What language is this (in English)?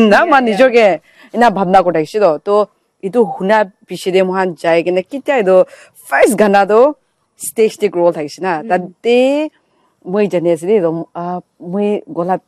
Naga Pidgin